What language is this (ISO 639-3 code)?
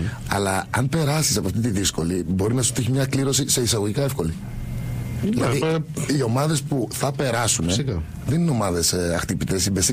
ell